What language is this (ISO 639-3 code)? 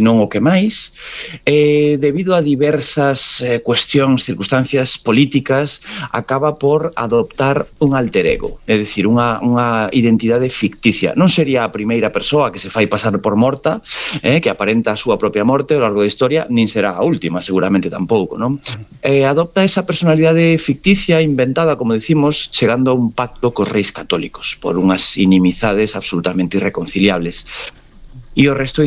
glg